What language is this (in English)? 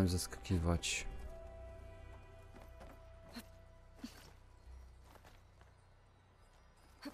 Polish